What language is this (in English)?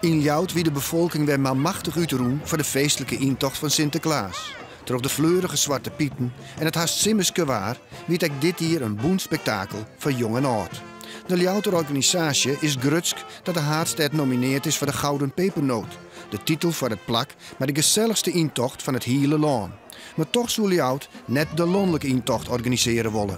Western Frisian